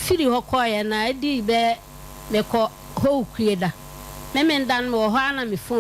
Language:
Akan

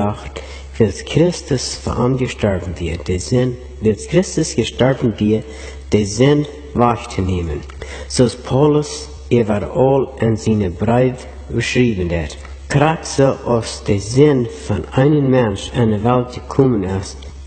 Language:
Plautdietsch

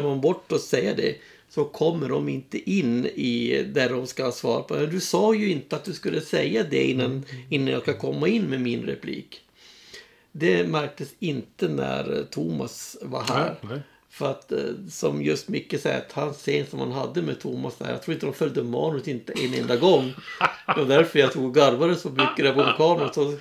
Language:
Swedish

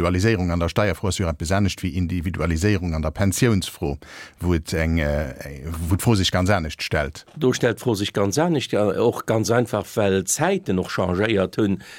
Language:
Luxembourgish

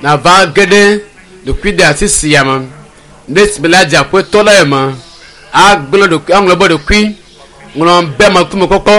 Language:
Ewe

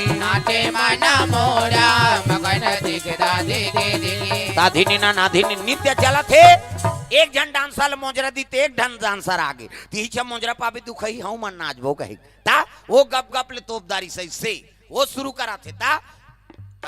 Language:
Chhattisgarhi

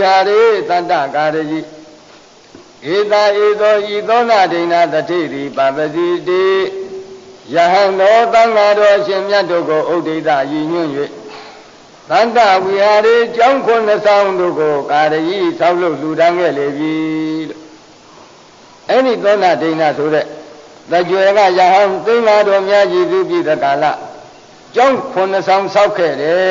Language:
Burmese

